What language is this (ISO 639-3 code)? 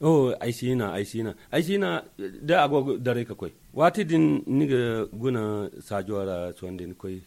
dje